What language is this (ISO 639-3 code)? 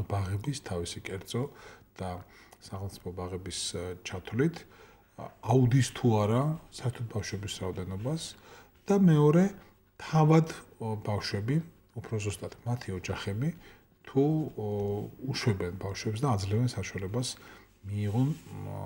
kat